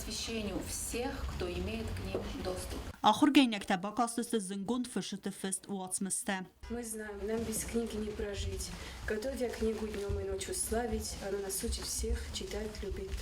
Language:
Ossetic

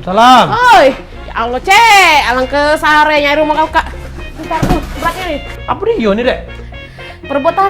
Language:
Musi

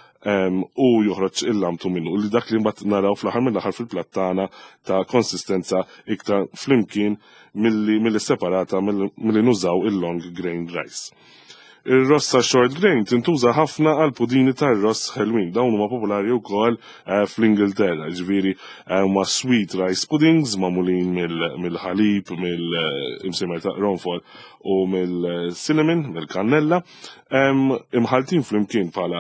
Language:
Maltese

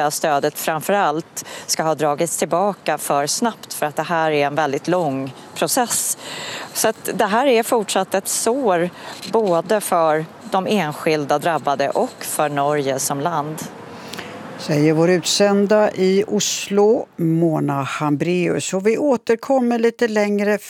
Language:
Swedish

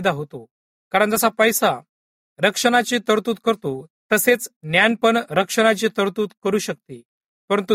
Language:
Marathi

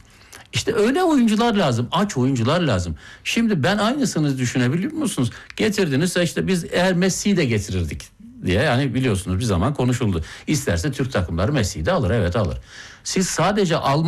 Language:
Turkish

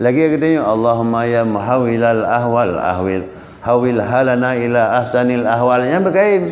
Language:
Achinese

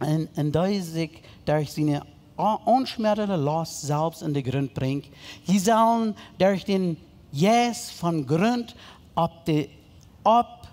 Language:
Plautdietsch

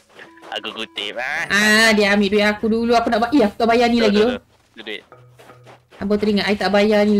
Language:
Malay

